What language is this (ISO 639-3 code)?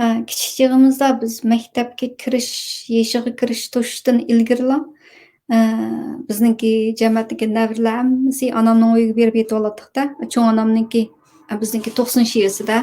uig